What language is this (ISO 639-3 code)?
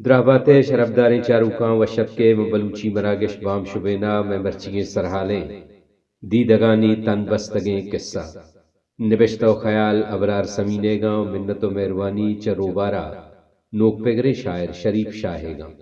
bal